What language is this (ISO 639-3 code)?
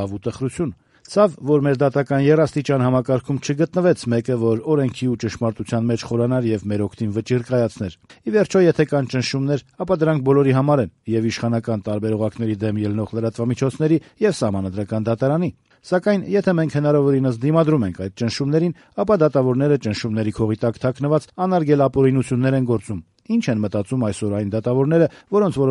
hye